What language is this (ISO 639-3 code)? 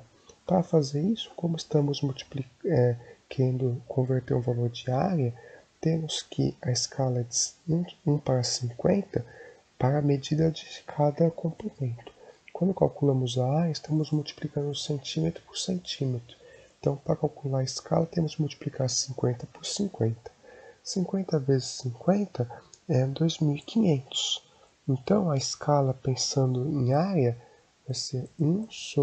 por